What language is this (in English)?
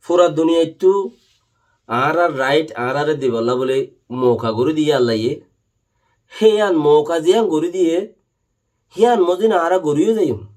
Rohingya